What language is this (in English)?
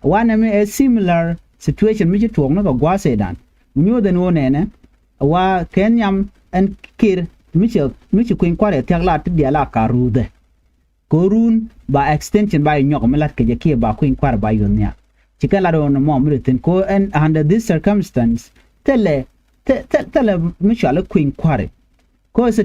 Nuer